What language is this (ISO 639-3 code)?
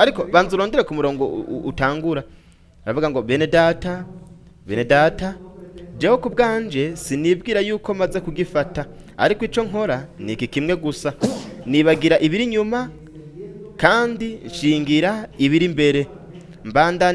run